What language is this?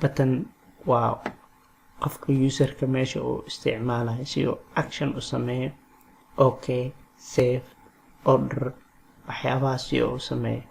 Somali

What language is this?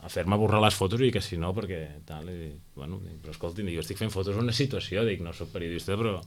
Catalan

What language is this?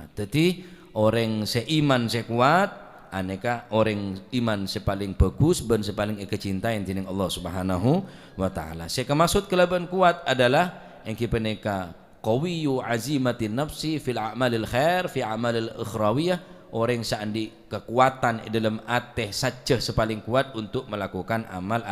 Madurese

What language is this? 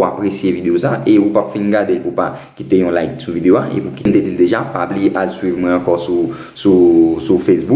Haitian Creole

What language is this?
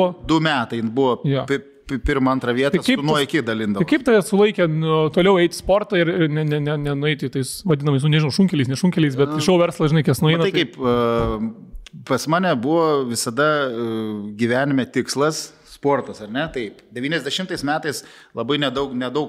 Lithuanian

